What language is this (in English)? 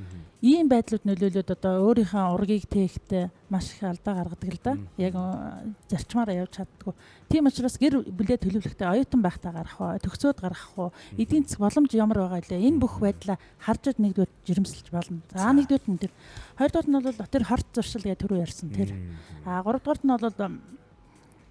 Mongolian